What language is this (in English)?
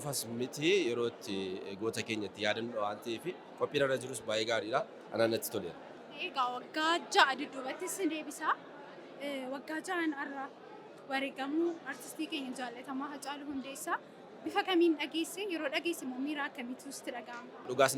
Oromo